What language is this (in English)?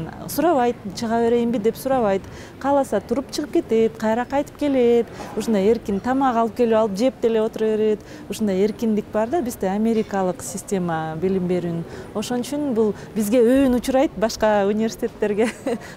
Kyrgyz